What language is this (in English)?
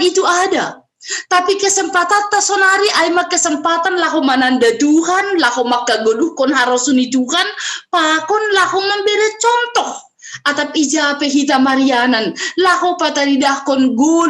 Batak Simalungun